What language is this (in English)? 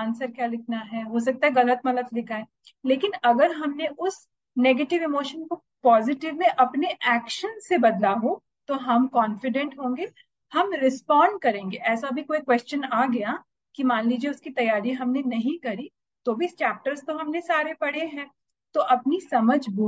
Hindi